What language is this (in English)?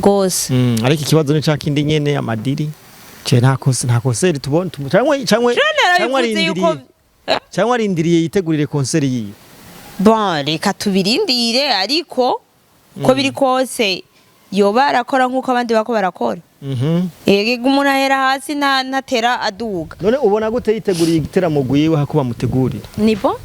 Rundi